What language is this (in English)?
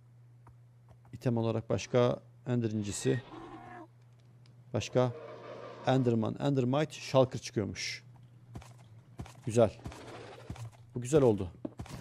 Turkish